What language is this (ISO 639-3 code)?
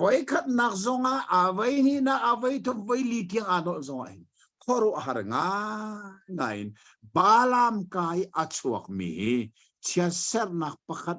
cnh